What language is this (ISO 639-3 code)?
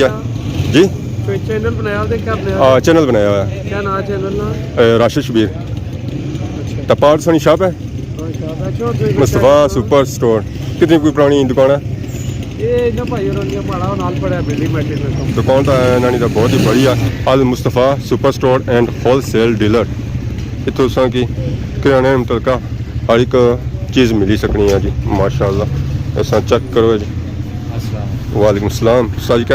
phr